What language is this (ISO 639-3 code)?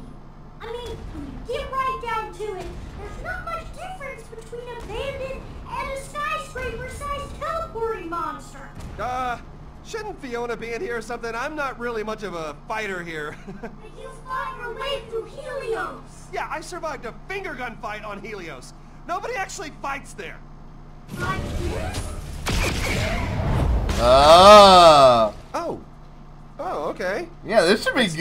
eng